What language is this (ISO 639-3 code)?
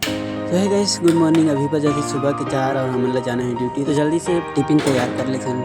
hne